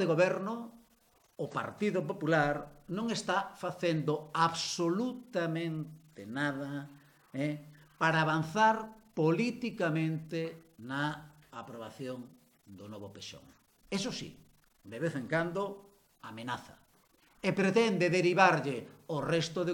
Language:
Galician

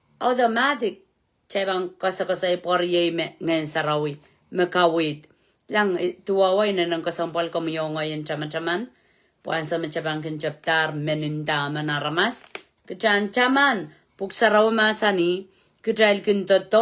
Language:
Pohnpeian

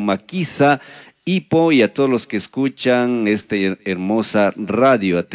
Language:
Chimborazo Highland Quichua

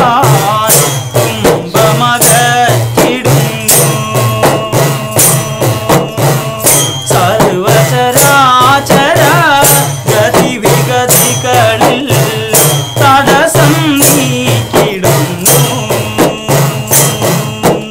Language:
Malayalam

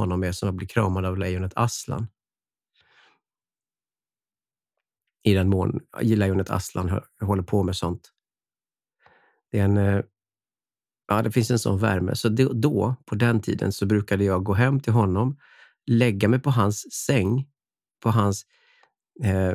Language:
Swedish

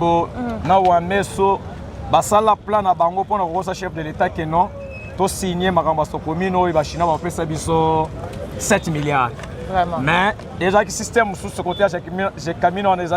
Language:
Lingala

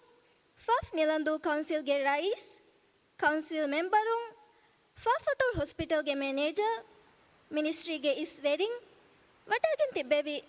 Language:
Divehi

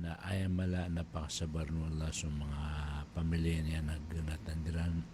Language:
Maranao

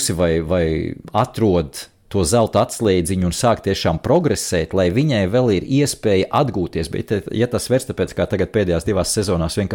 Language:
Latvian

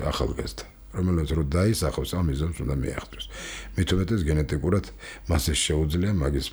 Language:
Georgian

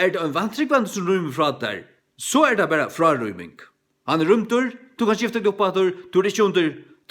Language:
Faroese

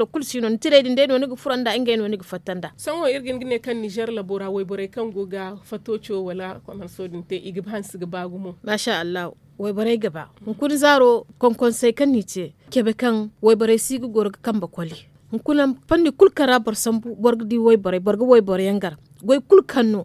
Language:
Zarma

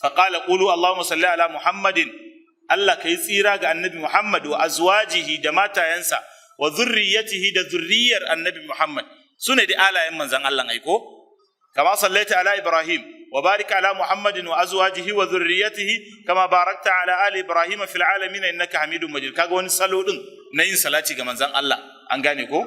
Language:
Hausa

